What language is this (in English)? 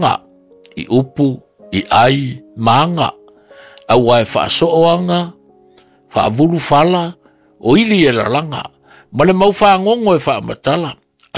Samoan